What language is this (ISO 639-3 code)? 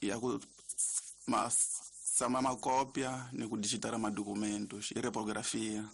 tso